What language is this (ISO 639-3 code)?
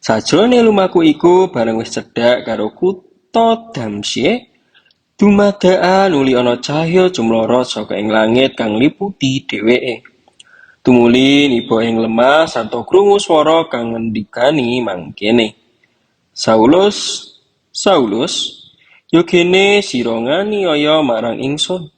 jav